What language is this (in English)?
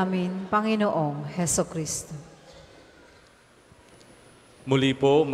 Filipino